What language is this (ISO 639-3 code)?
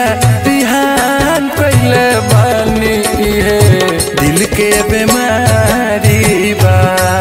bho